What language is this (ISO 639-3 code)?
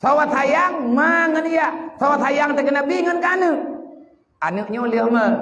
ace